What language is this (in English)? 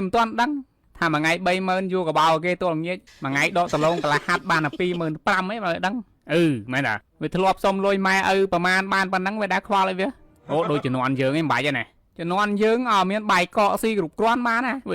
Khmer